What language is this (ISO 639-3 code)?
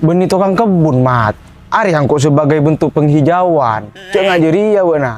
mad